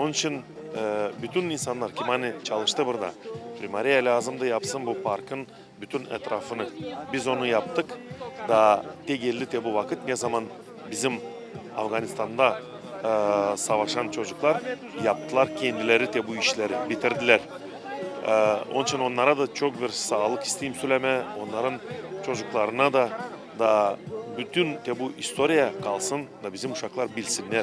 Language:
Gagauz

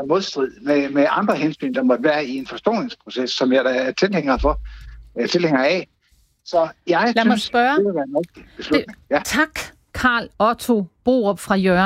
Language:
Danish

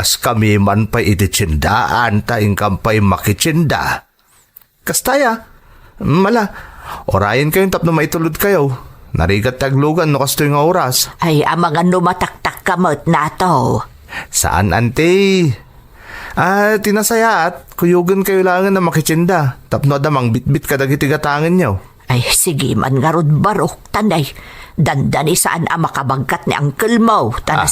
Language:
Iloko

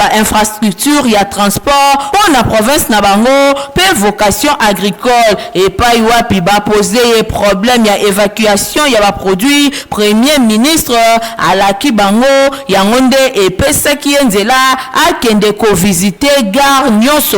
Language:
Lingala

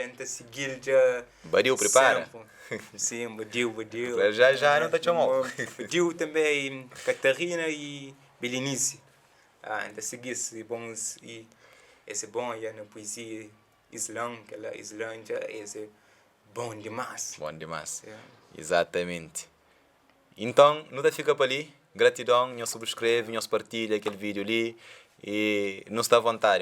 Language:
Kabuverdianu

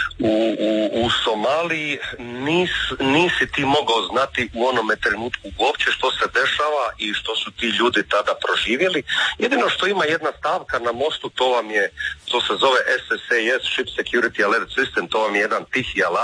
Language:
Croatian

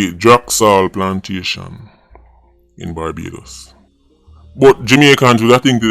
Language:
Jamaican Creole English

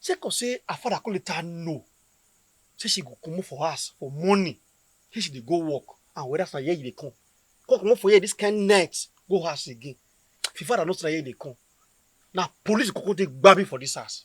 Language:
Nigerian Pidgin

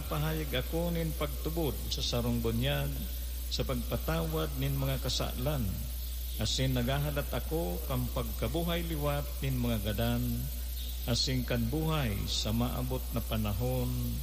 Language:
Bikol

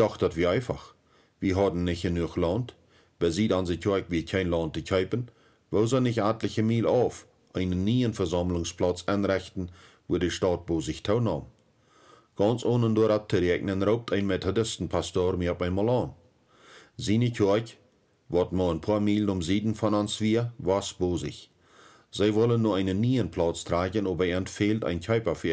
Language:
Plautdietsch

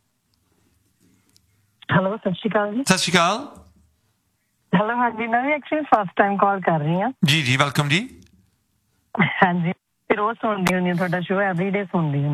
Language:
Punjabi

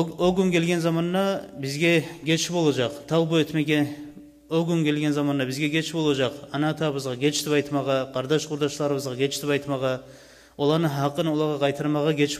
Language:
Kumyk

